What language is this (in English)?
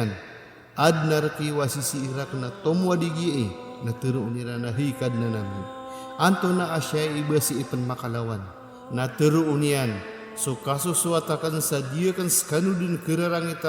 Maranao